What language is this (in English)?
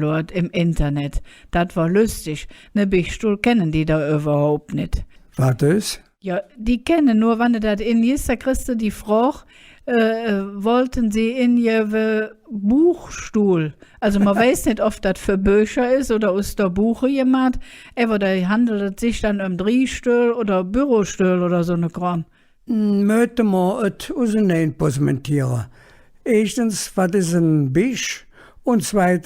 Colognian